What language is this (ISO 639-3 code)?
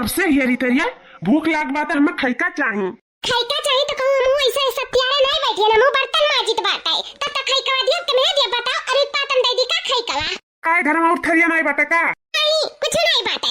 awa